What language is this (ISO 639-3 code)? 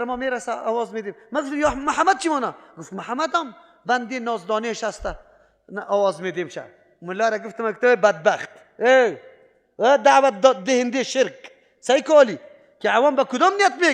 fas